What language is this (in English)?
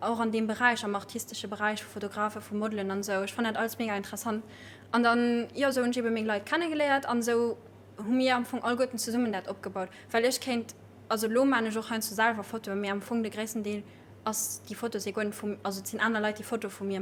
Luxembourgish